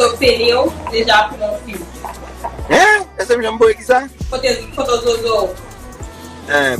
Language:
Haitian Creole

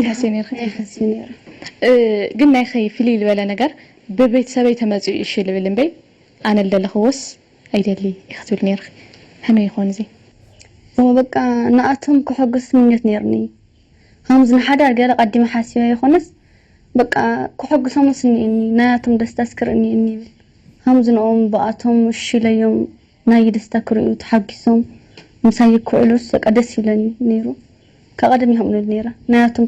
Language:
Tigrinya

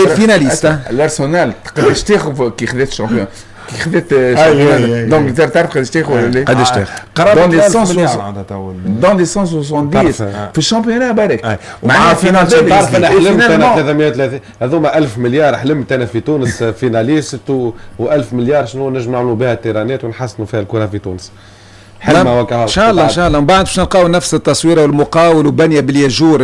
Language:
Tunisian Arabic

